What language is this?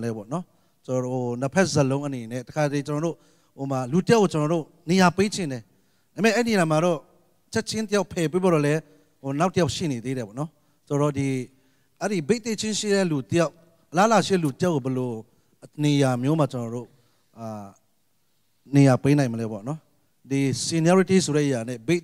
Burmese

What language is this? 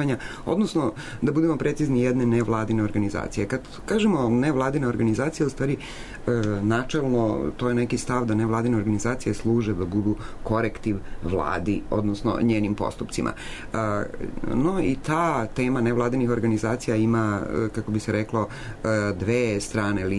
Serbian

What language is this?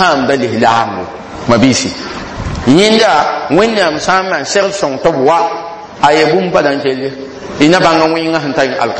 Mossi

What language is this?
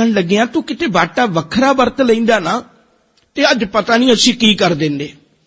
Punjabi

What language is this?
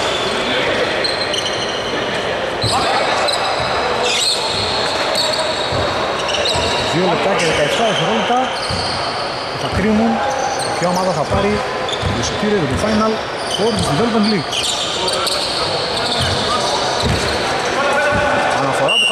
Greek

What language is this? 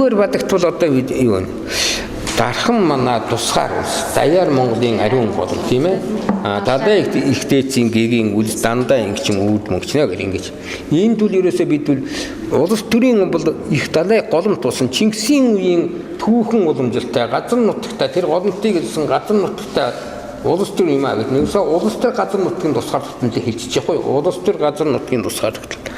Mongolian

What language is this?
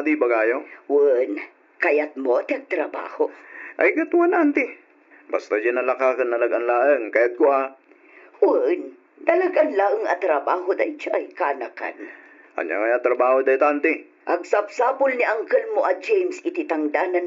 Iloko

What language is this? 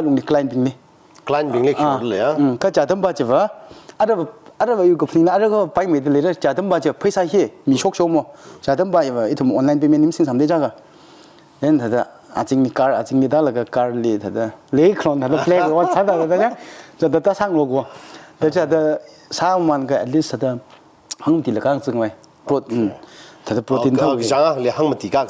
Tangkhul Naga (India)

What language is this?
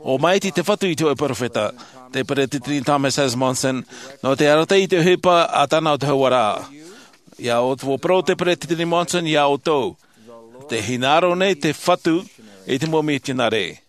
Tahitian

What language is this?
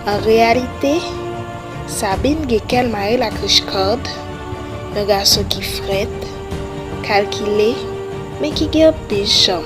Haitian Creole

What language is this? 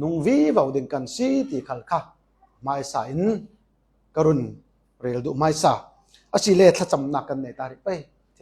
Falam Chin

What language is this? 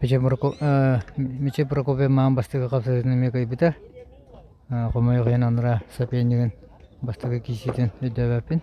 Yakut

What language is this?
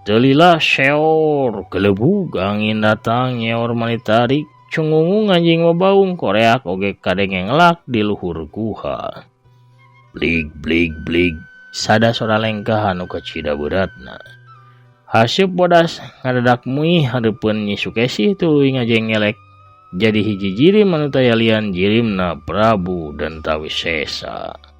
Sundanese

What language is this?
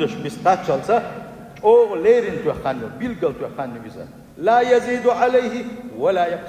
Chechen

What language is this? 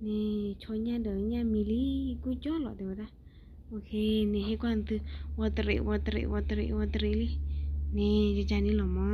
S'gaw Karen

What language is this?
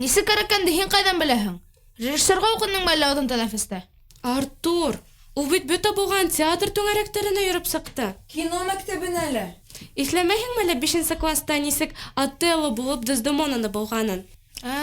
Bashkir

